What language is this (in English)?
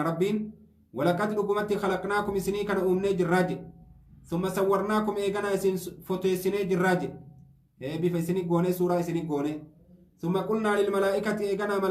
Oromo